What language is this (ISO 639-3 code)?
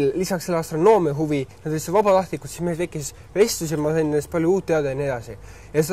est